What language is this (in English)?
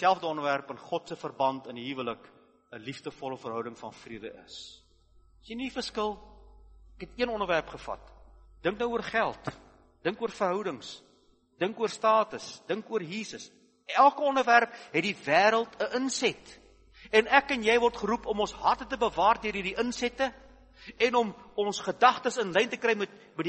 Afrikaans